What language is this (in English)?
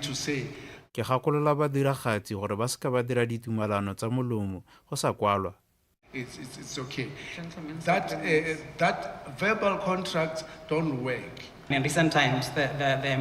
Tswana